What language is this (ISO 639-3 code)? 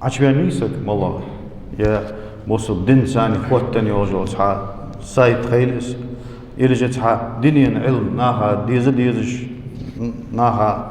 inh